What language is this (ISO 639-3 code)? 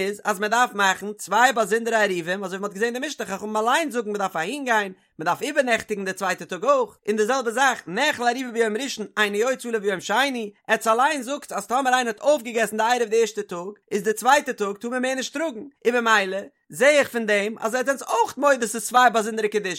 yid